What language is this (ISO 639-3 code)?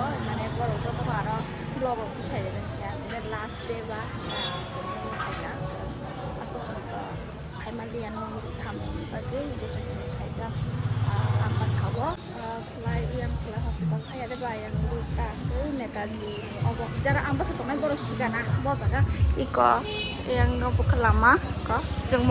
trp